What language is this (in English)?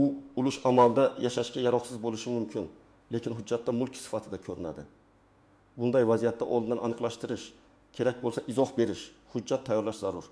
Uzbek